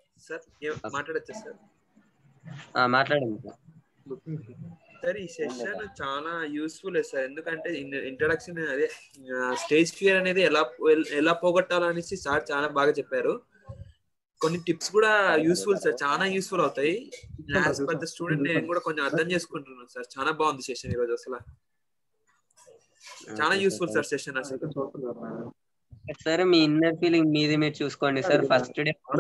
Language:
Telugu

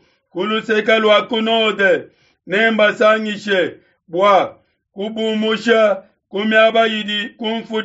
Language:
Luba-Lulua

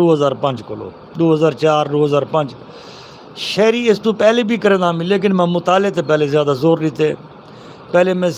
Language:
Saraiki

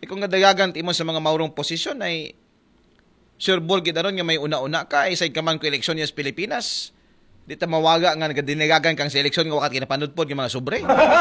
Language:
Aklanon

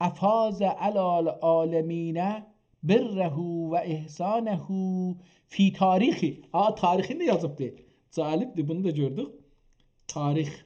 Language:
South Azerbaijani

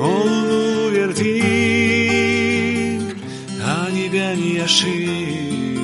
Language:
Gagauz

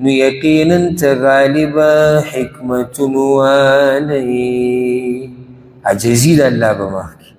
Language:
Pashto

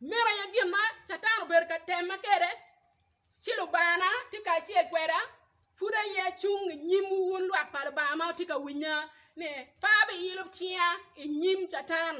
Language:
Acoli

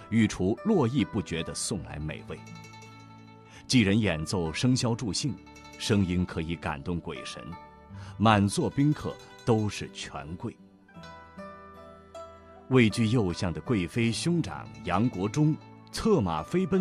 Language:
Chinese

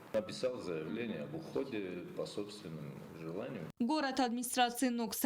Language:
Ossetic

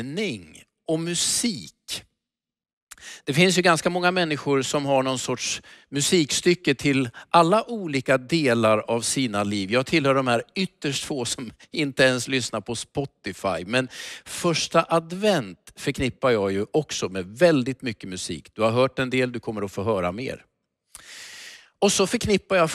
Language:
Swedish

